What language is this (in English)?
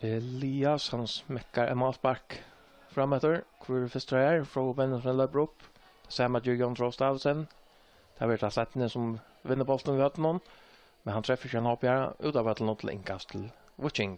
Faroese